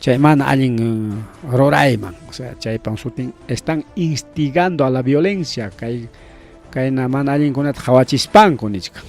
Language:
Ayacucho Quechua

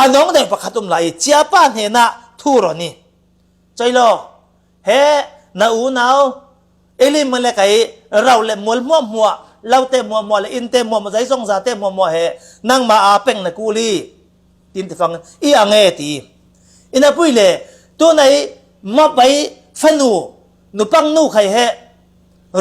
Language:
Falam Chin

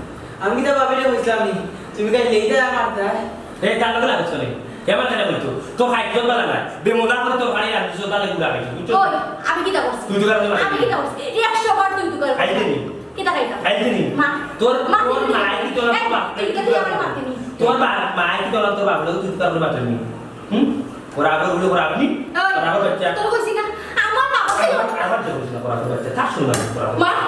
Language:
Sylheti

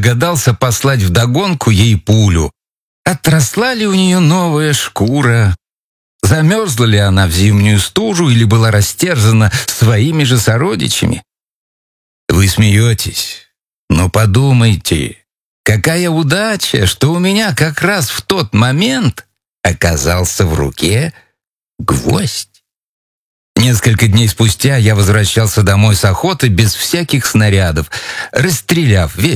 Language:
Russian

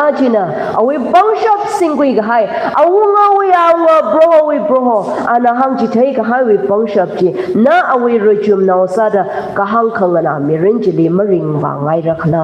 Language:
Tangkhul Naga (India)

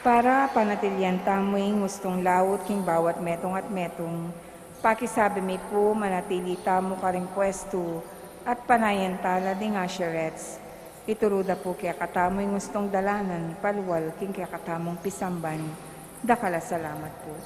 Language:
Pampanga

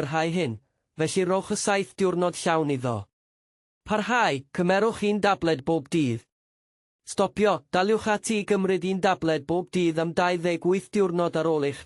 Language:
Welsh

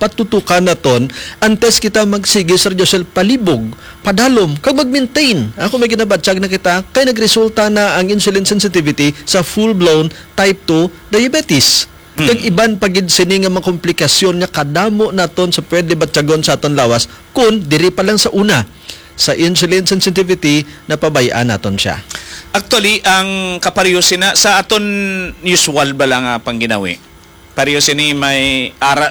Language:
Hiligaynon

